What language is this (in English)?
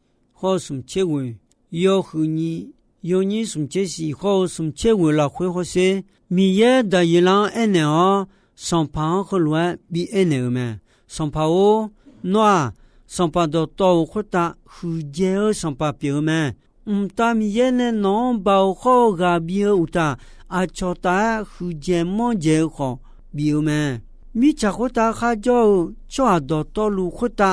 Akha